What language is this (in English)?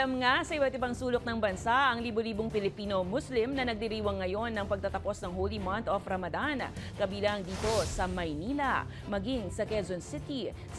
Filipino